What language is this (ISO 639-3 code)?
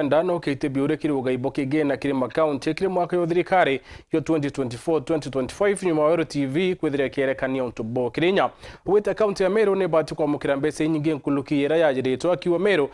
mer